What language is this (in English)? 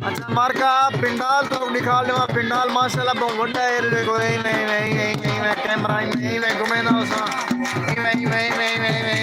Saraiki